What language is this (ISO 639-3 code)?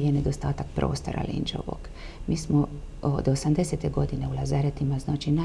hrv